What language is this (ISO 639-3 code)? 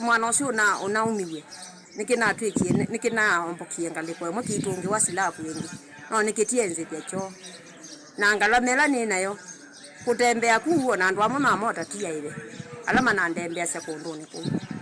kam